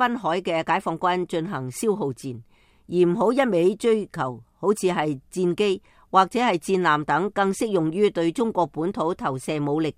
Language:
Cantonese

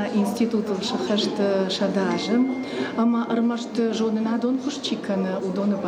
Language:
Ossetic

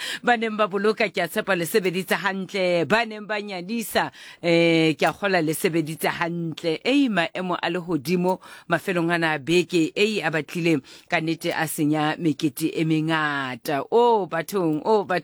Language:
Southern Sotho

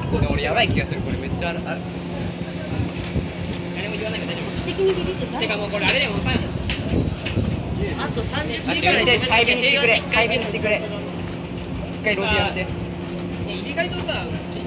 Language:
Japanese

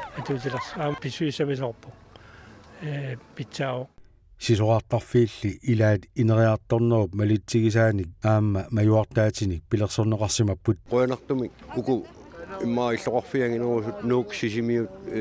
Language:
Kalaallisut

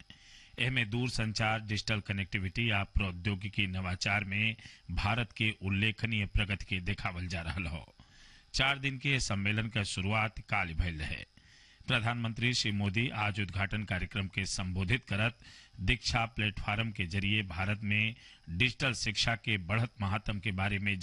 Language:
Bhojpuri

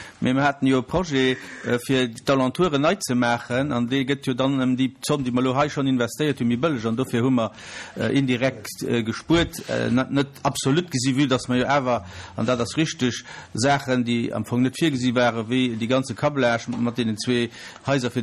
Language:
Luxembourgish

